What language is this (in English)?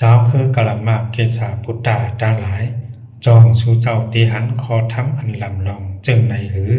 Shan